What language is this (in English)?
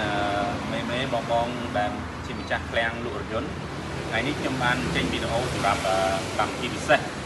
Khmer